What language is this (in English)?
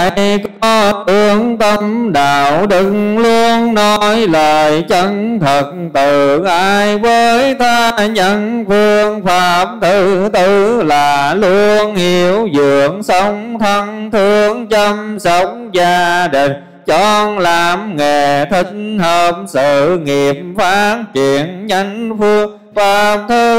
Vietnamese